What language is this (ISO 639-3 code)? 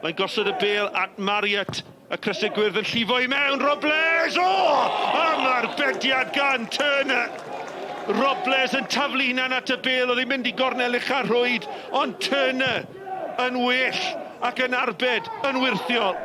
cym